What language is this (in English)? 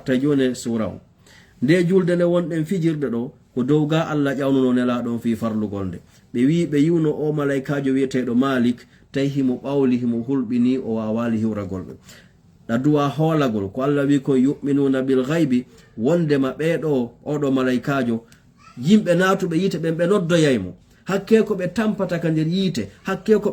Fula